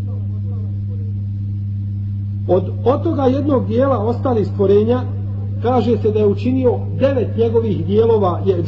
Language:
Bosnian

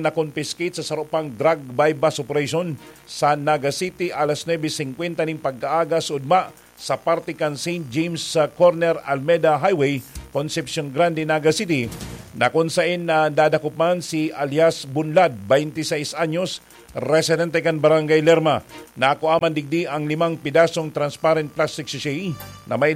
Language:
Bikol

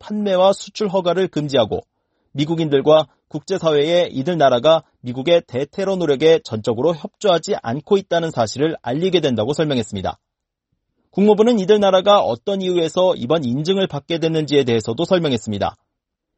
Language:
Korean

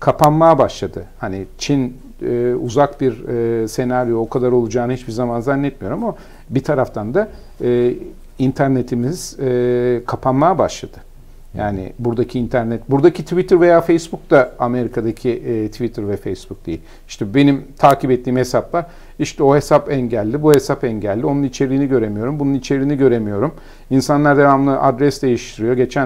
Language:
Turkish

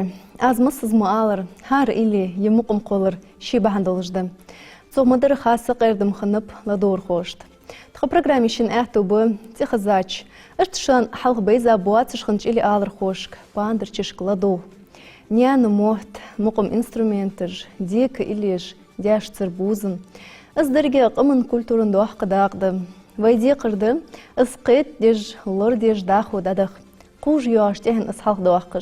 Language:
Ingush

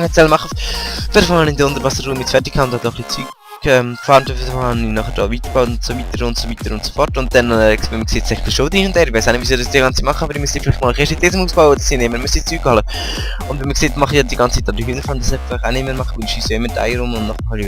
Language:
Swiss German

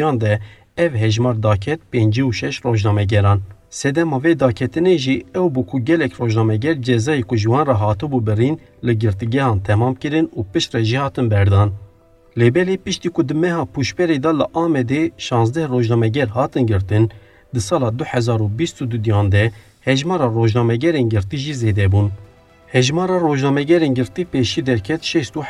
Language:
Kurdish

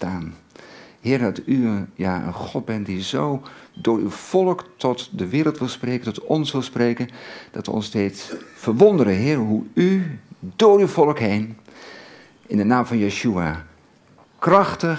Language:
Dutch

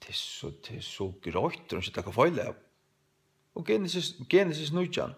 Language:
Faroese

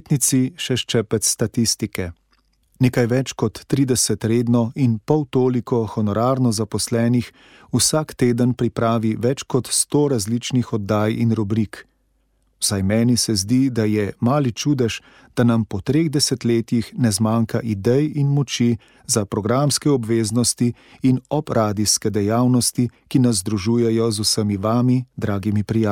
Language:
Slovenian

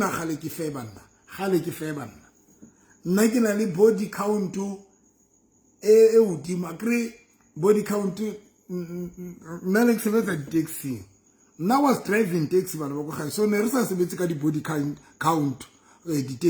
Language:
Southern Sotho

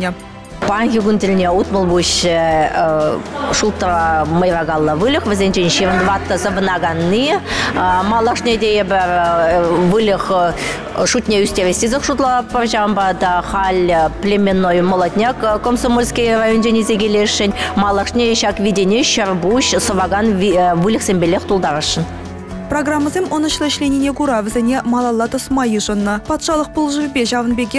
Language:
Chuvash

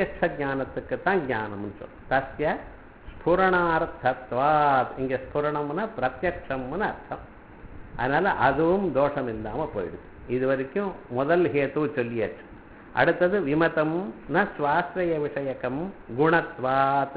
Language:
Tamil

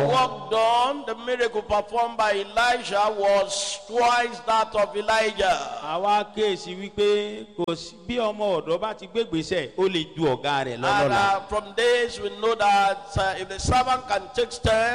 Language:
Yoruba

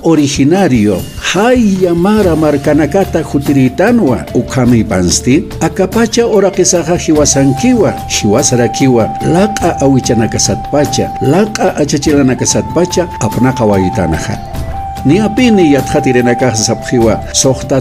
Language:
Aymara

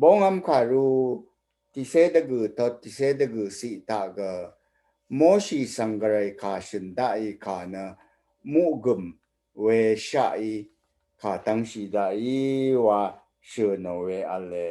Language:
Rawang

